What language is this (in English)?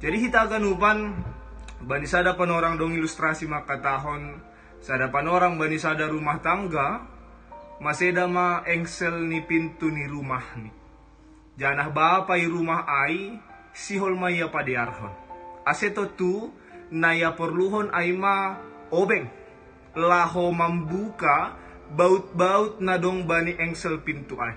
Batak Simalungun